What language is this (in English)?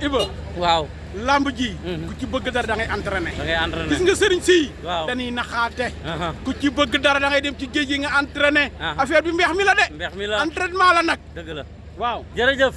Wolof